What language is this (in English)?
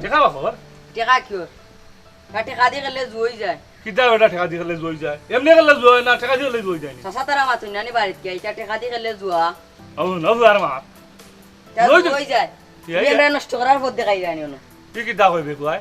Sylheti